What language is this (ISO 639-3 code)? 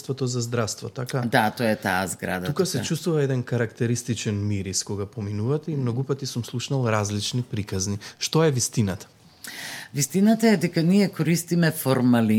mkd